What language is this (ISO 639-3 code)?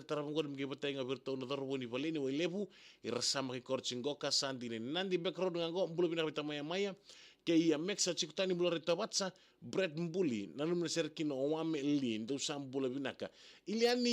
fij